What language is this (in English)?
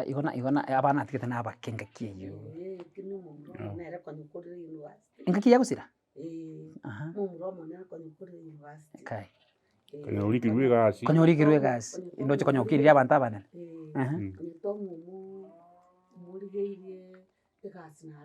Gusii